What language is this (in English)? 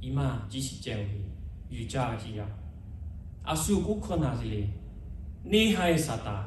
Lahu